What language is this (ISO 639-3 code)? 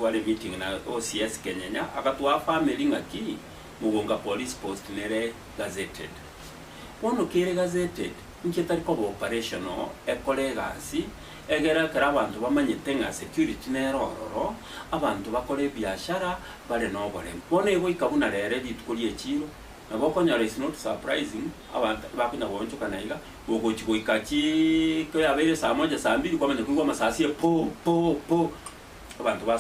guz